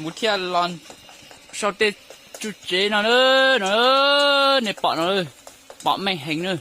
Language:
Hmong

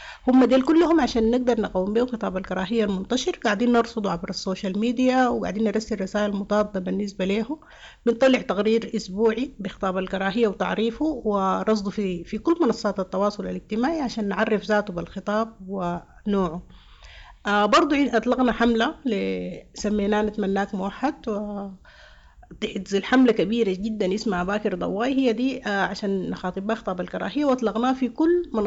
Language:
Sudanese Arabic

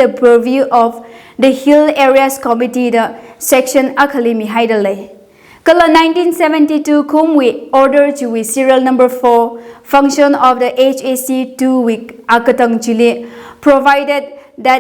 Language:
Tangkhul Naga (India)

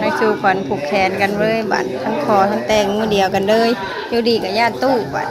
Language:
Northeastern Thai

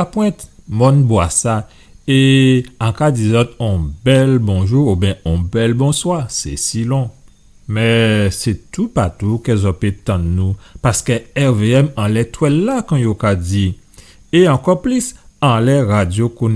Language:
Guadeloupean Creole French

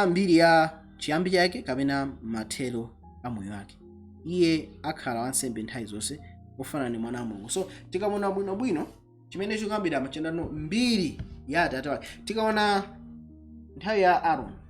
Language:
Nyanja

